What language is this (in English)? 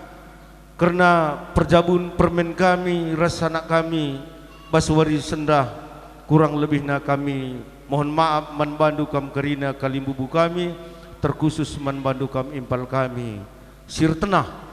Batak Karo